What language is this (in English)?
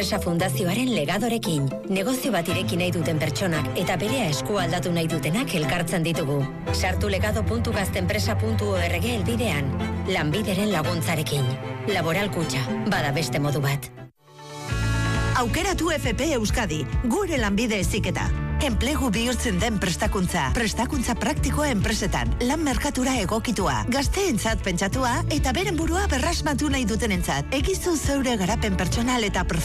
Basque